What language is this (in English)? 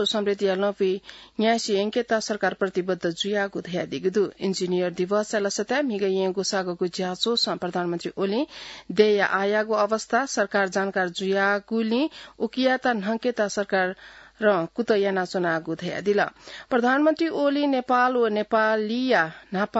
Newari